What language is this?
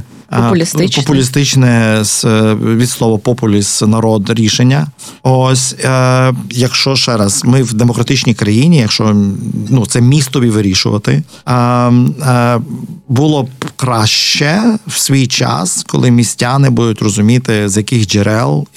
Ukrainian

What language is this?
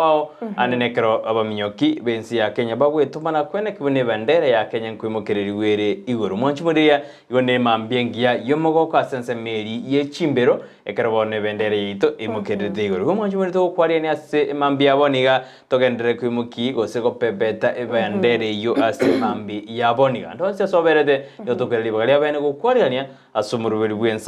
Gusii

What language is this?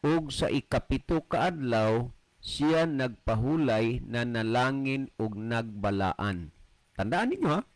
Cebuano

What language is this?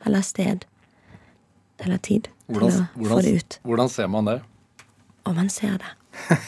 Norwegian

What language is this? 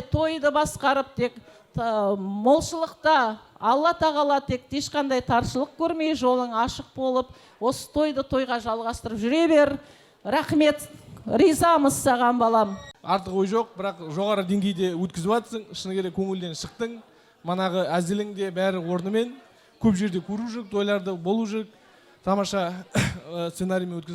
Kazakh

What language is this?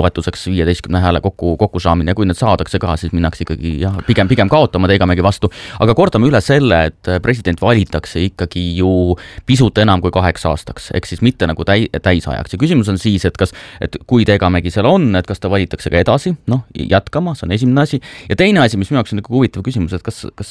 Estonian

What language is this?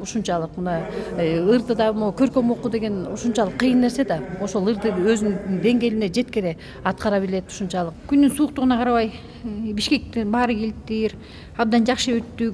Kyrgyz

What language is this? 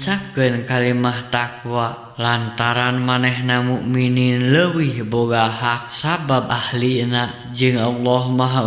Sundanese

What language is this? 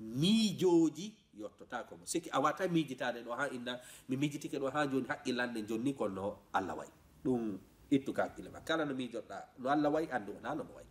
Fula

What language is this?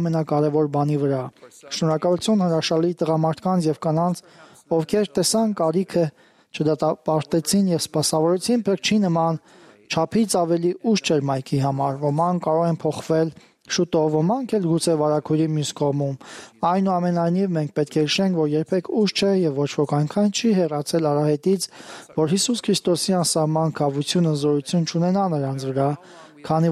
Armenian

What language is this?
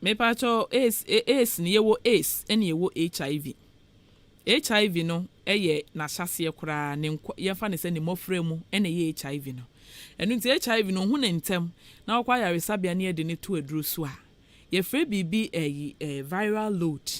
Akan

